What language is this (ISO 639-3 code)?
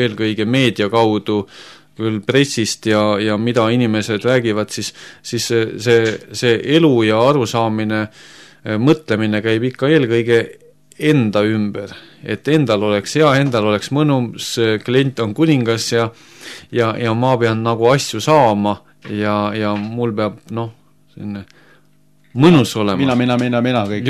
est